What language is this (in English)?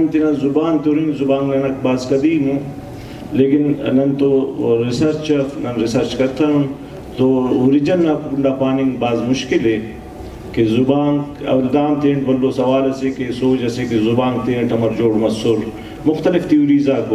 Brahui